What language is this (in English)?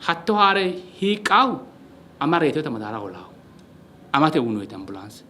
Sidamo